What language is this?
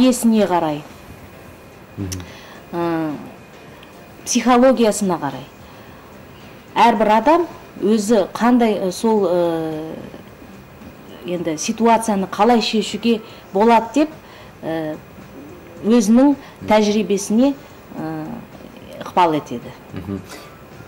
Kazakh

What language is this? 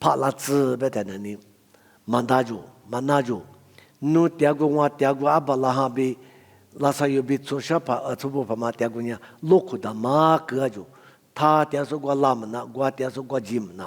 Lisu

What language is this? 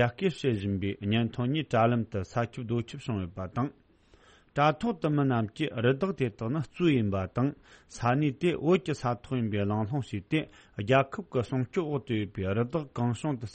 Tibetan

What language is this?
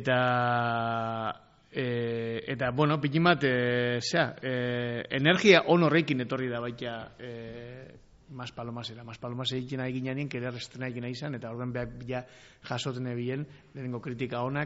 Basque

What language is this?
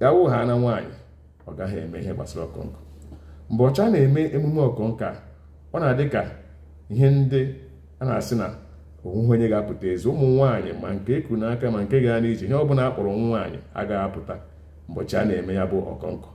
Igbo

